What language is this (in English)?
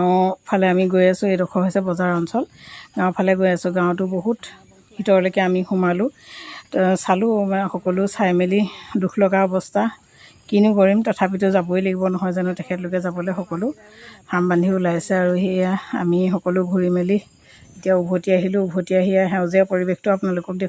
Assamese